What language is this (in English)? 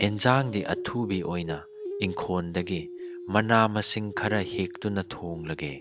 Manipuri